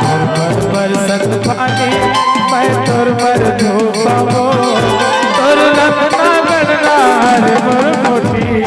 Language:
Chhattisgarhi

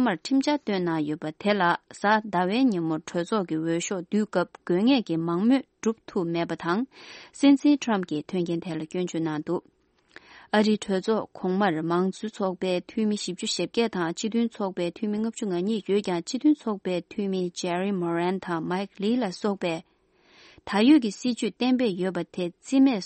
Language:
Tibetan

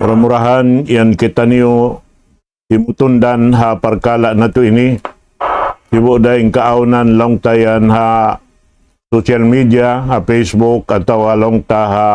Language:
Tausug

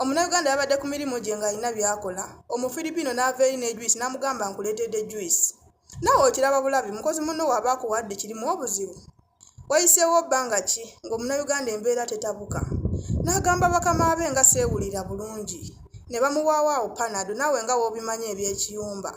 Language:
Ganda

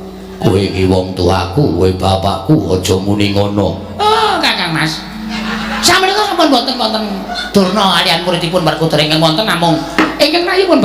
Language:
Javanese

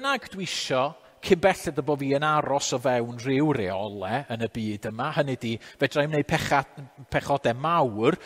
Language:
Welsh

